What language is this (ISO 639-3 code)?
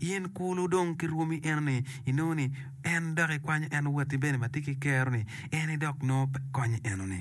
ach